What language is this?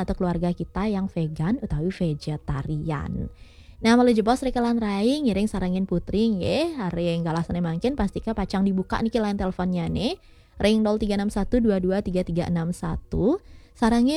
Balinese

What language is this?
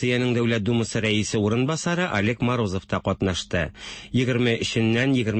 Tatar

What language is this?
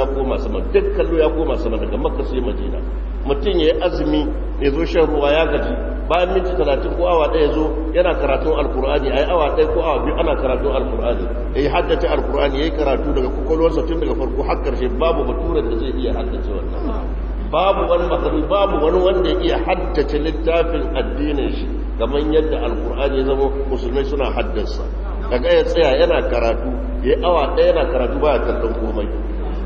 Hausa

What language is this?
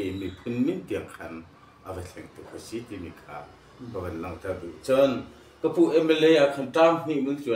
Hakha Chin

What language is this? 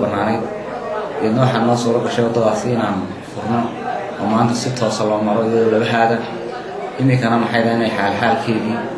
Somali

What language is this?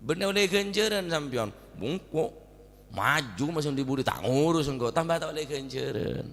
Madurese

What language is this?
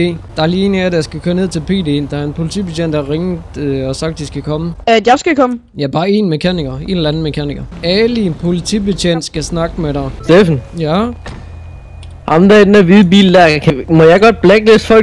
Danish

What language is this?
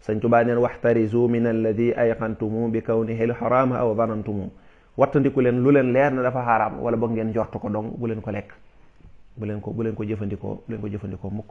Wolof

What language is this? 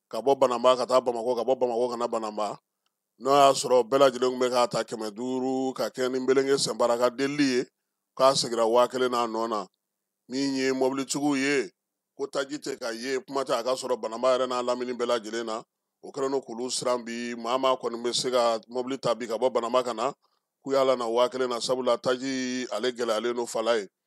Bambara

